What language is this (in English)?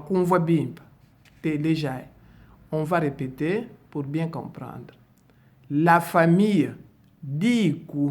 Luba-Lulua